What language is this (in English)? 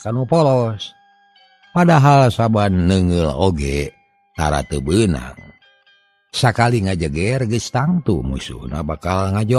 Sundanese